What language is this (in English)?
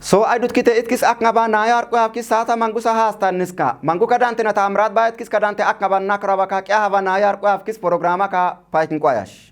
Kafa